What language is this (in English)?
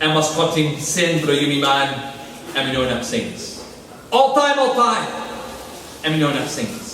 Tok Pisin